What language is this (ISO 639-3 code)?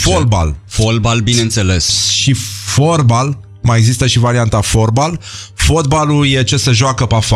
ron